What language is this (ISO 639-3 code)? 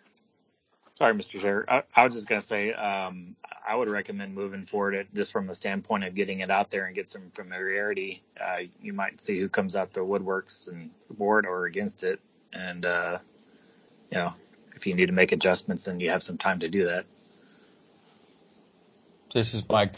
eng